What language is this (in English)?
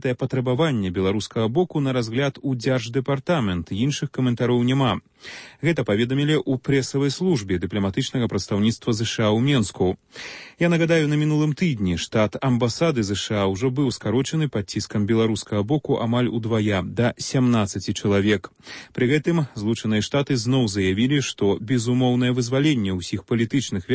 Belarusian